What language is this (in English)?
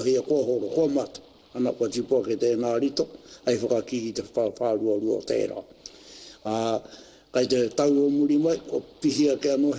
Māori